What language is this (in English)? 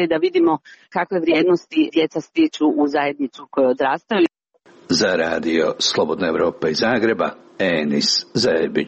Croatian